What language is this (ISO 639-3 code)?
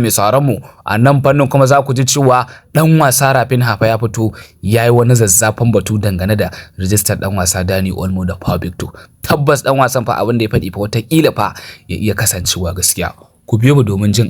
hau